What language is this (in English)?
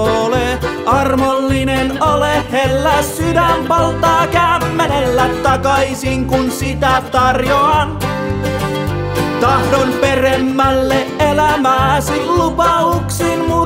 Finnish